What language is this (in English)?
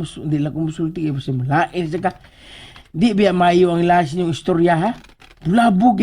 Cebuano